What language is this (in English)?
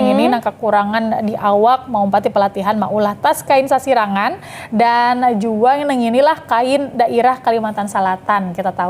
Banjar